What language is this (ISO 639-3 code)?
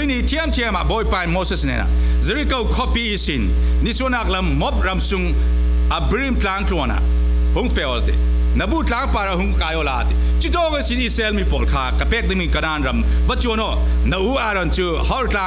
cfm